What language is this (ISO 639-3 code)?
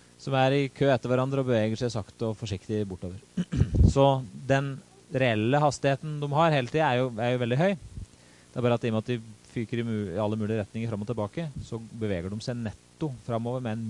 nor